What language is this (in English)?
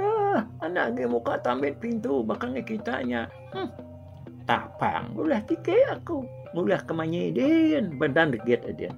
Iban